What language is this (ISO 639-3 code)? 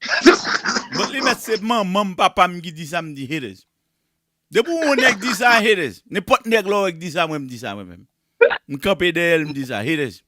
hat